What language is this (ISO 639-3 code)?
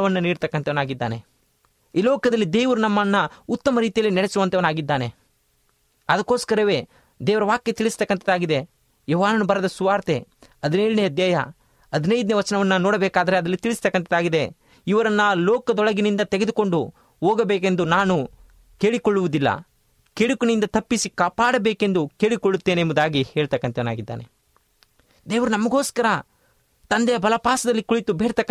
kan